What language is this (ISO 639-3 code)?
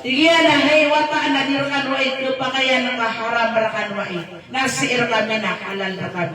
mrw